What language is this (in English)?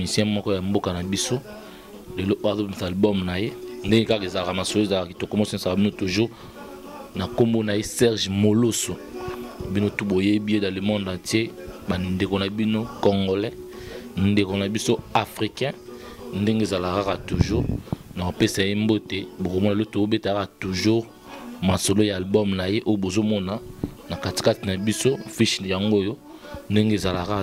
Lingala